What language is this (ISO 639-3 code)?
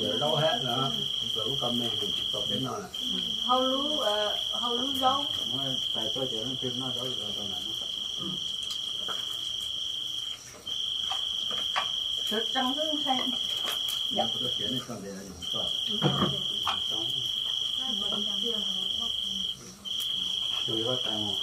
vie